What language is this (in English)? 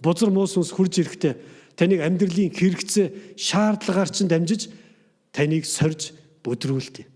Mongolian